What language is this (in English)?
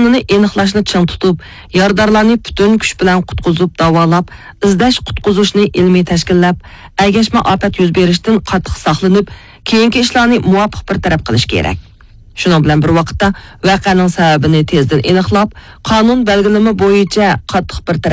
Uyghur